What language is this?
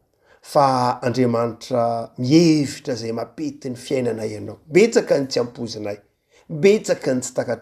Malagasy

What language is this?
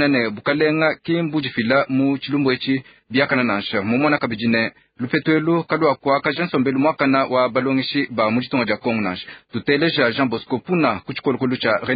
Luba-Lulua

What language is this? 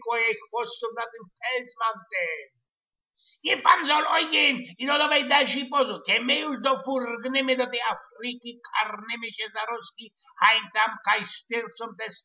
Silesian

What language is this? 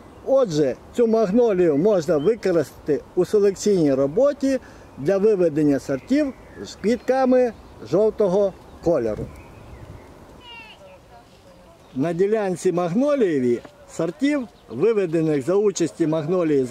Ukrainian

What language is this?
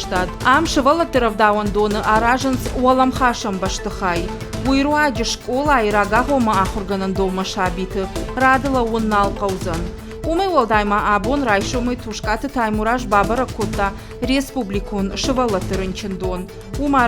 Ossetic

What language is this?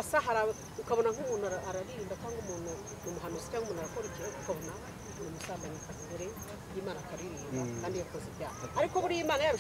Kinyarwanda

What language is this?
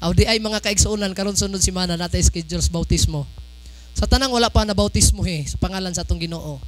Cebuano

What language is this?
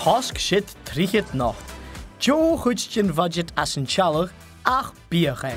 Scottish Gaelic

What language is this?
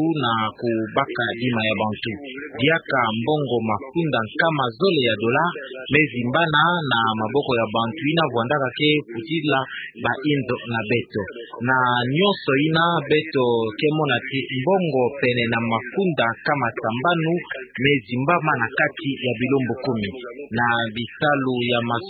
Kituba (Democratic Republic of Congo)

